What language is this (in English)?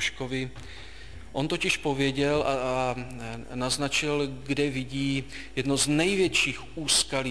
Czech